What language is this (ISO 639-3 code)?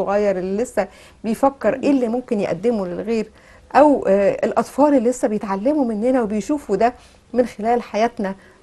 arz